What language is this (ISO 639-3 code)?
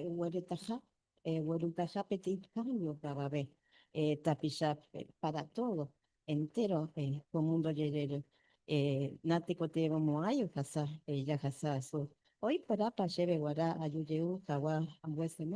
grn